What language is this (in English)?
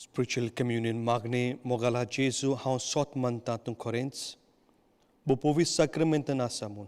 Konkani